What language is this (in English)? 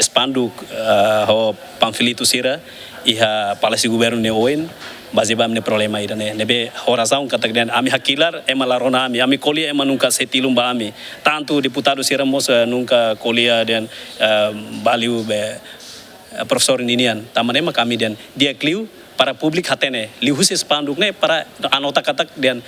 Tetum